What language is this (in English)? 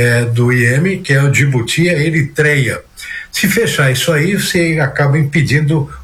Portuguese